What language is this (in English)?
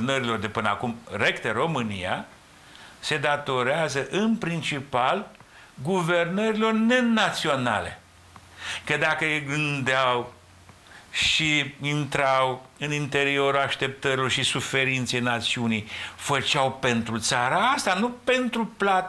Romanian